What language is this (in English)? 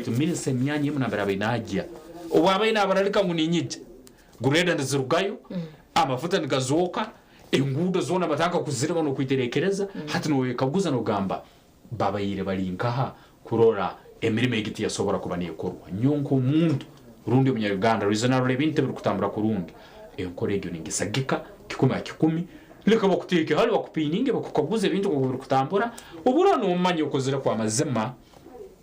Nyankole